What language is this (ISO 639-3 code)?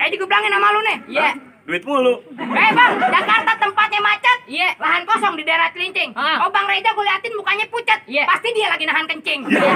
bew